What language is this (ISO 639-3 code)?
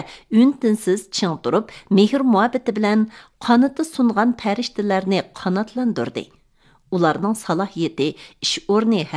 uig